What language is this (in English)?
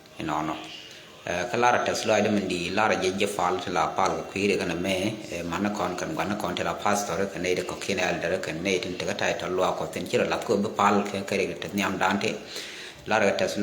Nuer